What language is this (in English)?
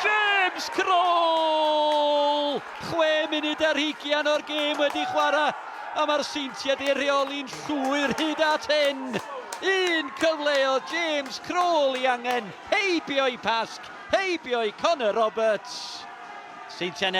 Welsh